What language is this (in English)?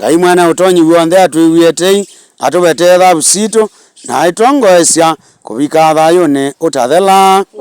Kamba